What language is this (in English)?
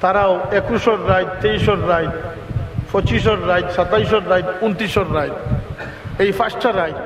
Sylheti